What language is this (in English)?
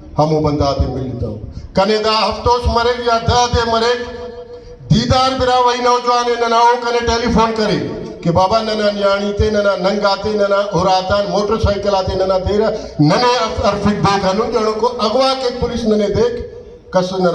Brahui